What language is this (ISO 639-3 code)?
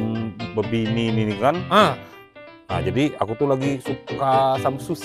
mui